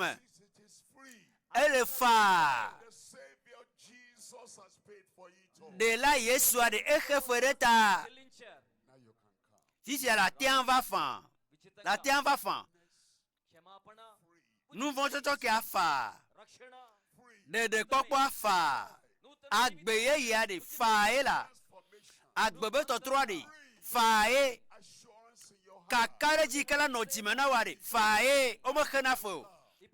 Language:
Ewe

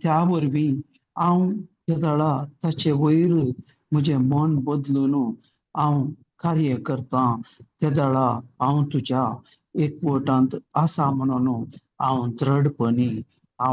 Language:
Konkani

